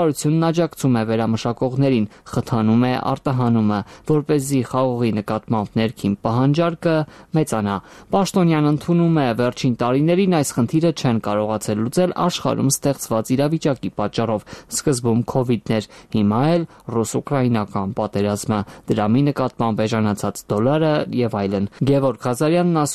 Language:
Armenian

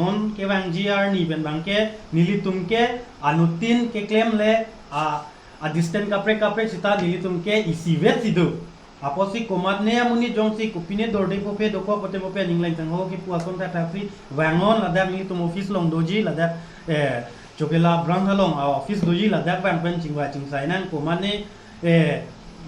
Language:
Karbi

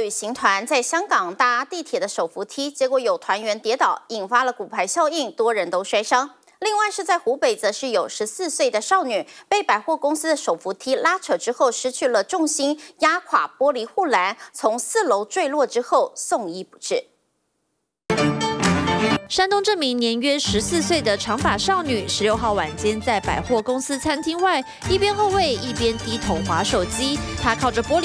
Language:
Chinese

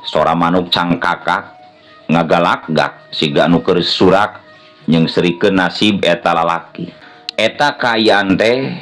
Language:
Sundanese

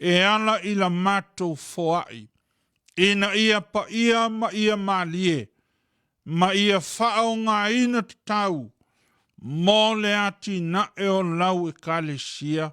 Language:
Samoan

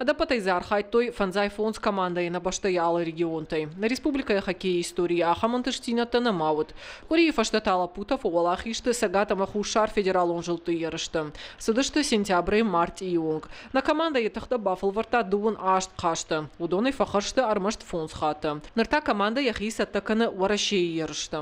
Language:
Ossetic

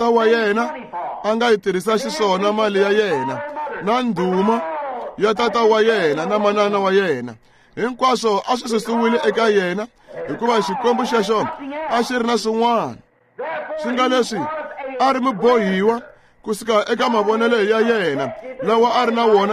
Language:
Tsonga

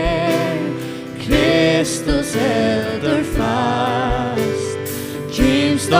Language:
Faroese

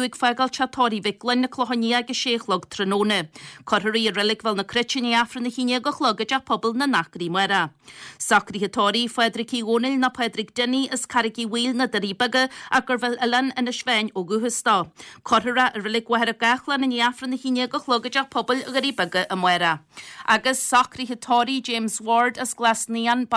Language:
Irish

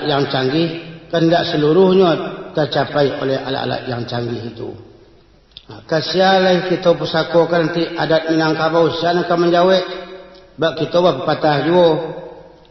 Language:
Minangkabau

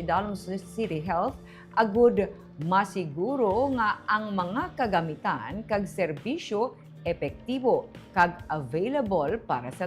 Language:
Hiligaynon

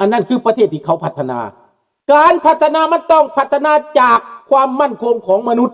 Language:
Lao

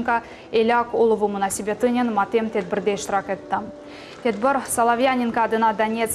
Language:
Crimean Tatar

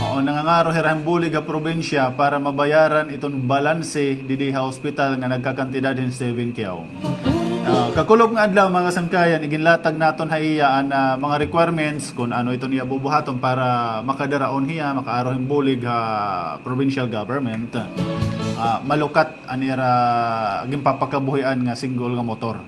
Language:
Waray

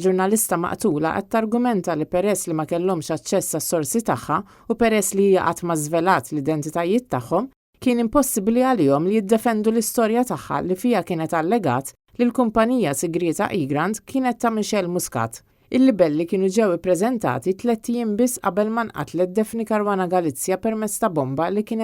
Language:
Maltese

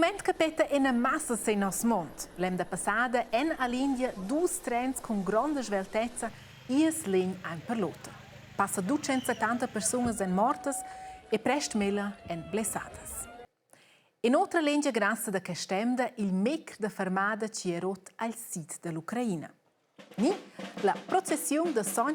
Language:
Romansh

